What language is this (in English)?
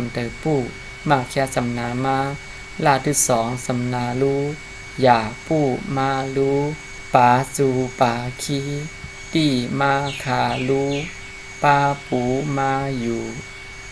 Shan